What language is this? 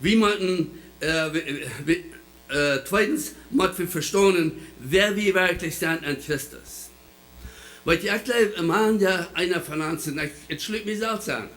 Plautdietsch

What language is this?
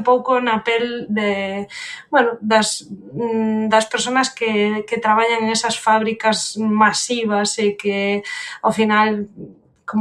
Galician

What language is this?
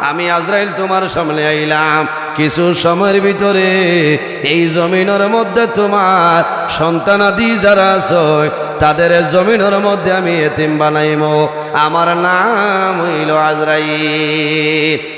Sylheti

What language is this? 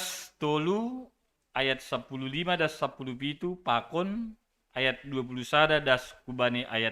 Batak Simalungun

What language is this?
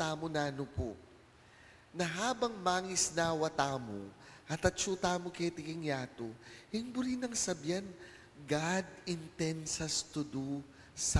Pampanga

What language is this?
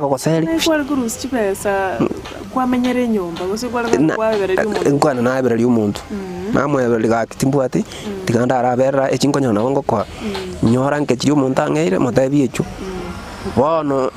Gusii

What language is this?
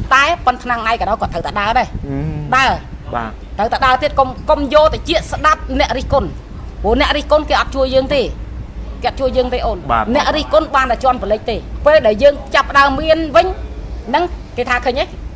Khmer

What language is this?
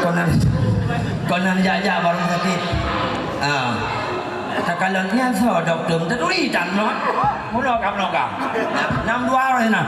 Achinese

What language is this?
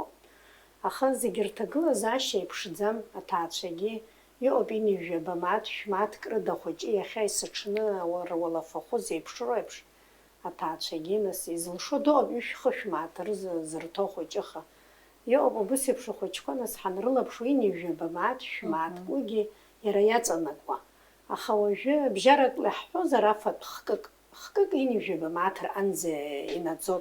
Abkhazian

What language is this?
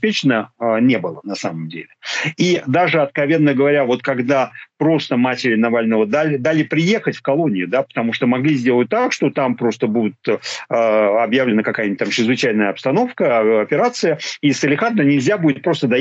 Russian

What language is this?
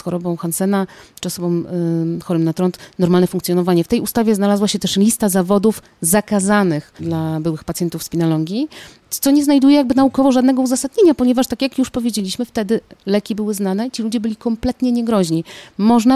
Polish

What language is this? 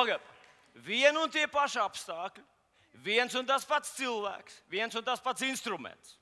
Latvian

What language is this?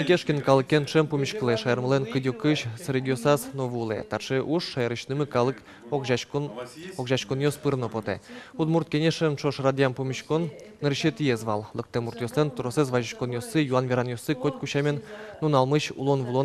Udmurt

